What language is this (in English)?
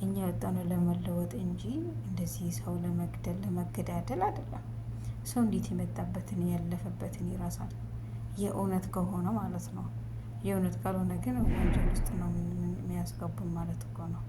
Amharic